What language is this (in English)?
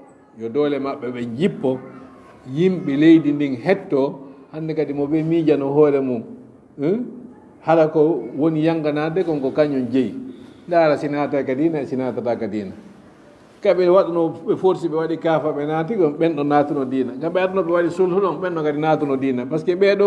Fula